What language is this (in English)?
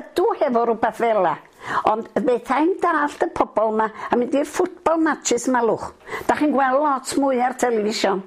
Welsh